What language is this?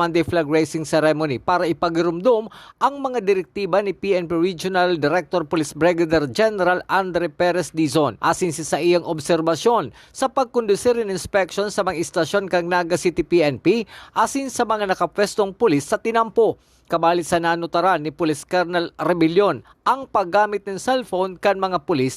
Bikol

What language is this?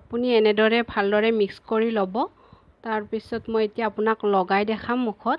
Assamese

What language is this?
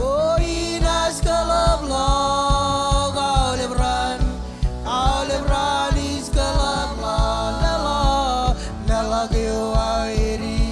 Marshallese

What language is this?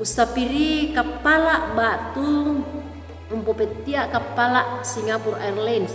Toraja-Sa'dan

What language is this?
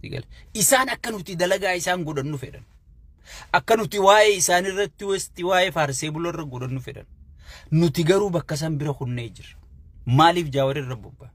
Oromo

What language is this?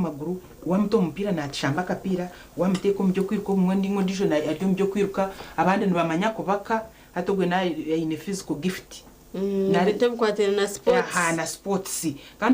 Nyankole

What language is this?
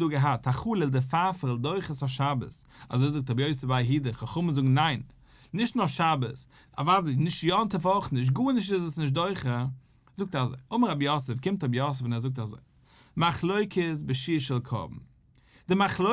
Yiddish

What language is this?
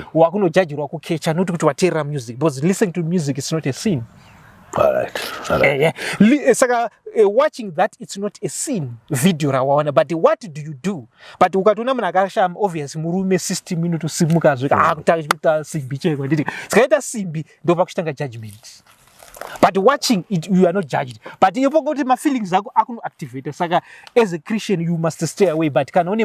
Shona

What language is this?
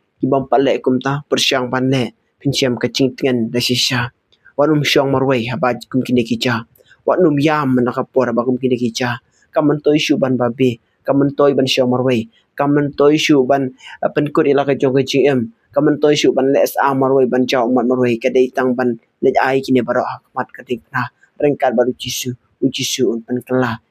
Khasi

